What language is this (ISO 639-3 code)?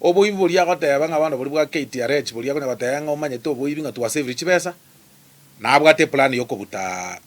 guz